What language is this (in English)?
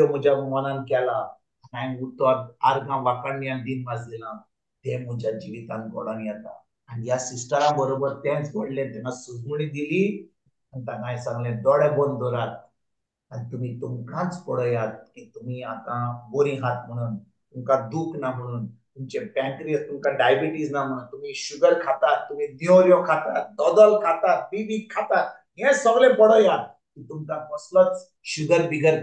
Konkani